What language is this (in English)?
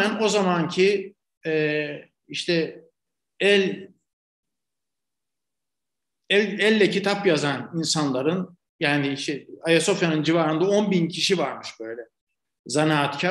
Turkish